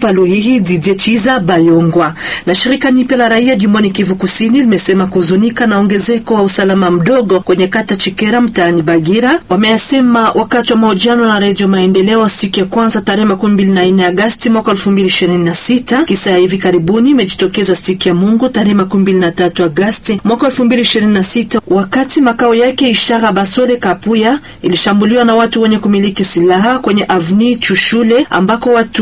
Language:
Swahili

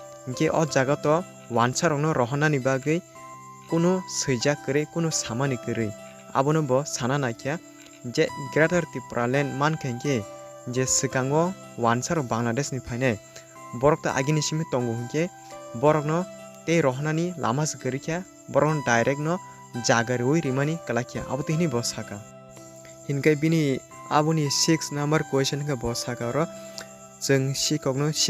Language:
Kok Borok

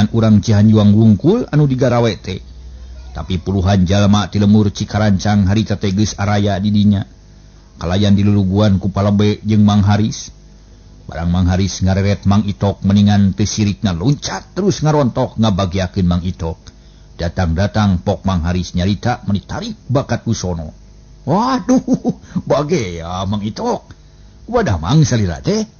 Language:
Sundanese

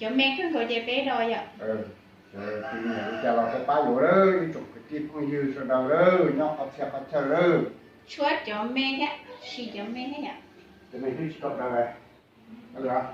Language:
Hmong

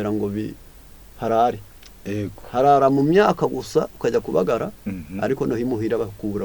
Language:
Kinyarwanda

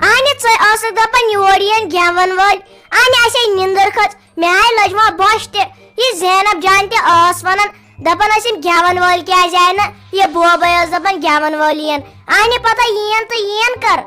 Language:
Kashmiri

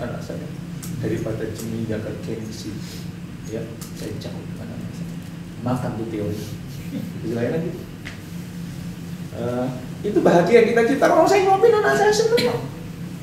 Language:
Indonesian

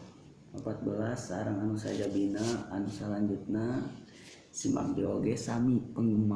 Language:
Sundanese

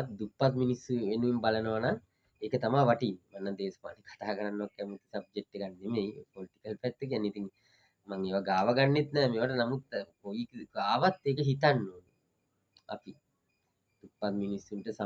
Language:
Sinhala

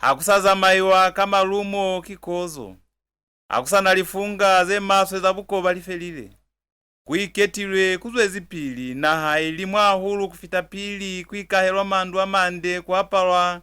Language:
Lozi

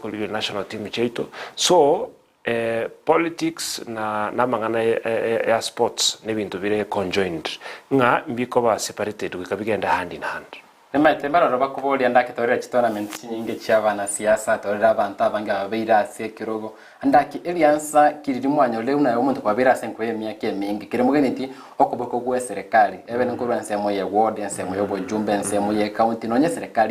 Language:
Gusii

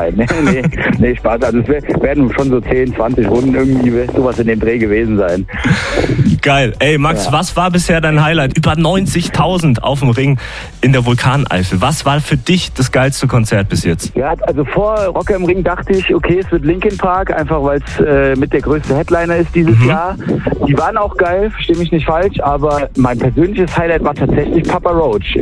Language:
German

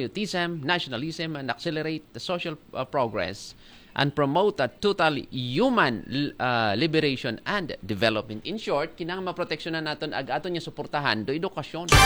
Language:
Aklanon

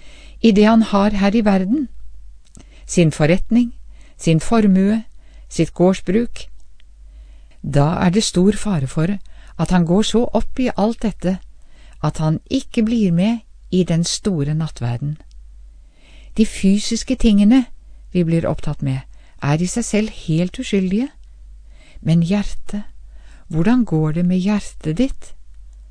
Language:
Norwegian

